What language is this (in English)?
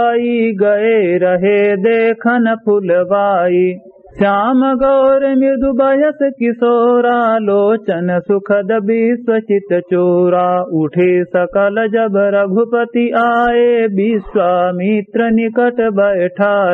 Awadhi